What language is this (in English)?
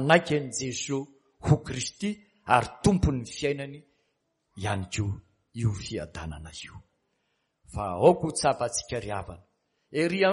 Malagasy